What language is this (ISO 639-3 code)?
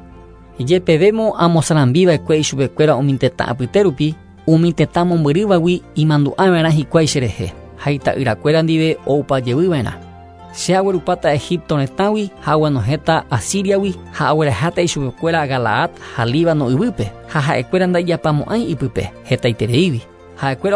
grn